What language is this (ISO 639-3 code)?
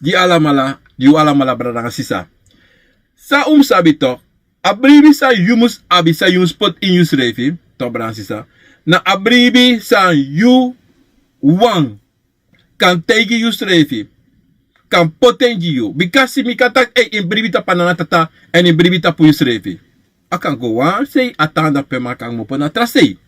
srn